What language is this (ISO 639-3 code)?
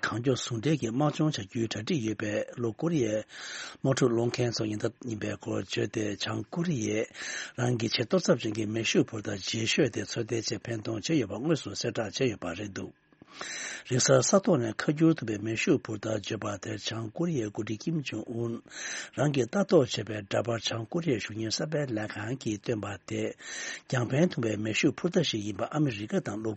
bod